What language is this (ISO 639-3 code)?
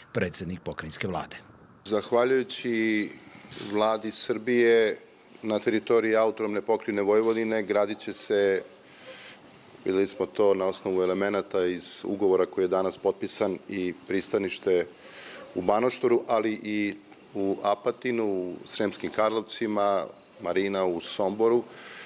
srp